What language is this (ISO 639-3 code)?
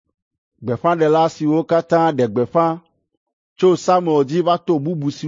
ewe